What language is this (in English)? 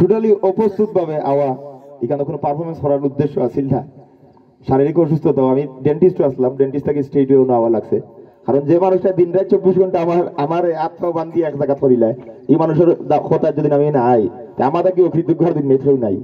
Sylheti